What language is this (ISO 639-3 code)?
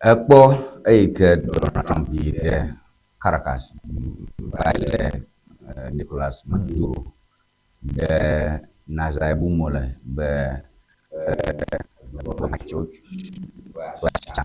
ewe